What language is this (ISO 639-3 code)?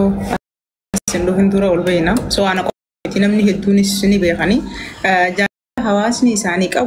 orm